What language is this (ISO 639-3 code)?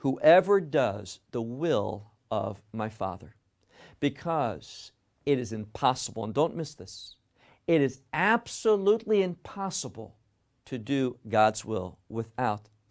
eng